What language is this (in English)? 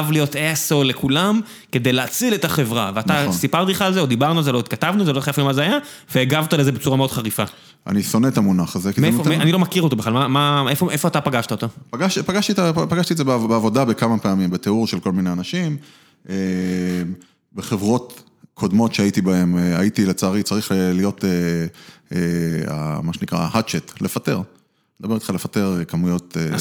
Hebrew